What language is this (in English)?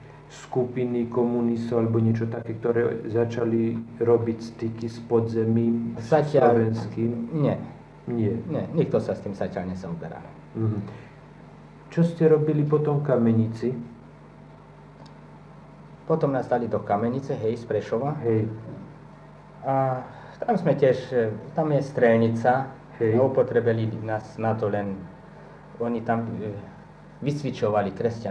Slovak